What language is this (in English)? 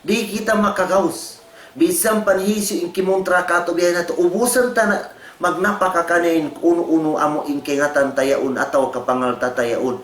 Tausug